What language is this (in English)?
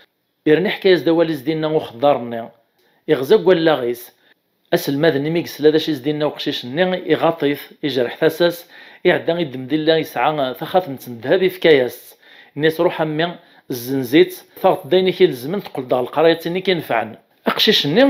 Kabyle